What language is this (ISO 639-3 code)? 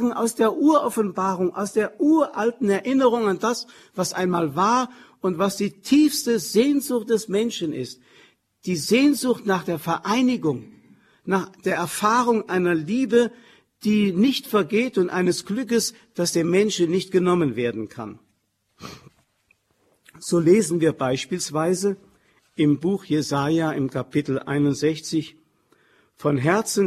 deu